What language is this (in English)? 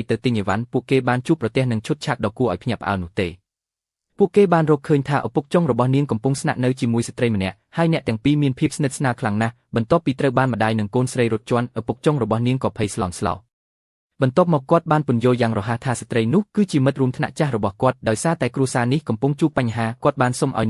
Khmer